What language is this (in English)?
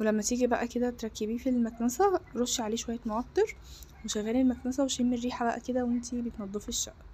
Egyptian Arabic